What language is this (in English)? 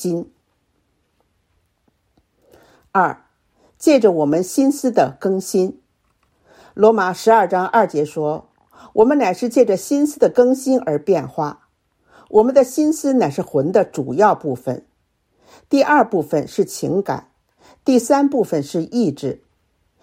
Chinese